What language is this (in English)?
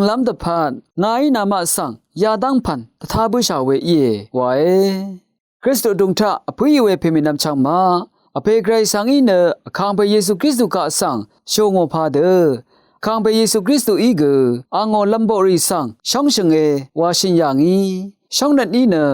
Rawang